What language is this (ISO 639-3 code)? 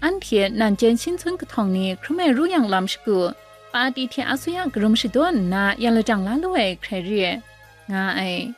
kac